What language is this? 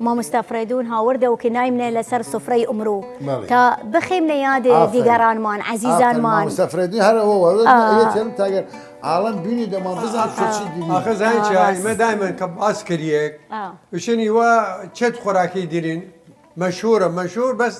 Southern Kurdish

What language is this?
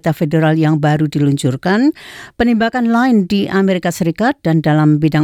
Indonesian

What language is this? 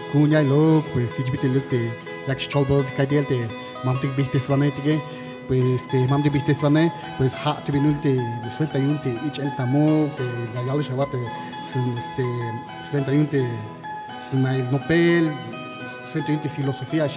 Tzeltal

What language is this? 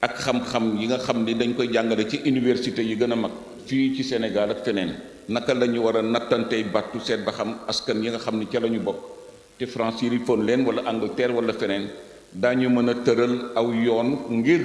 Wolof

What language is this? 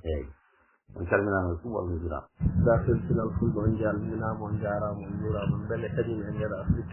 Fula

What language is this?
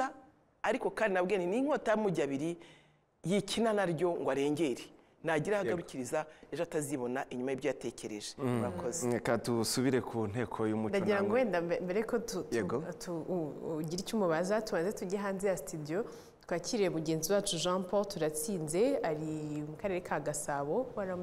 Kinyarwanda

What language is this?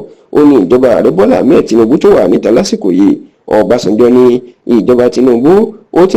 Yoruba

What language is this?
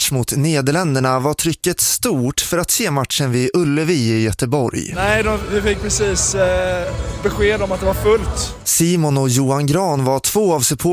Swedish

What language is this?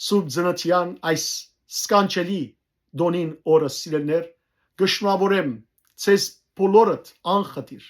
Western Armenian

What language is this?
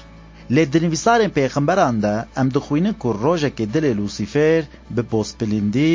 Kurdish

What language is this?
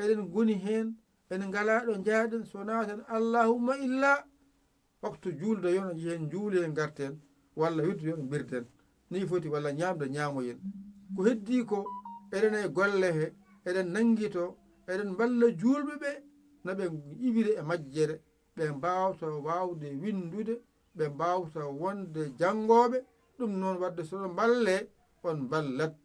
Fula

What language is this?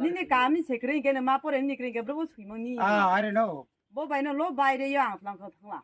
Kok Borok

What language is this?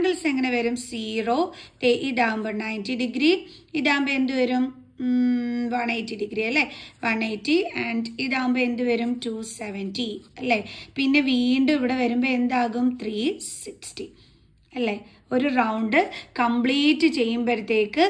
Malayalam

